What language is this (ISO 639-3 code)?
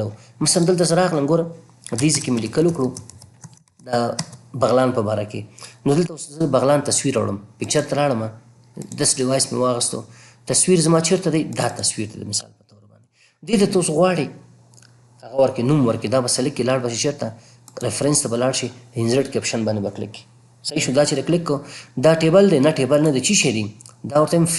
pus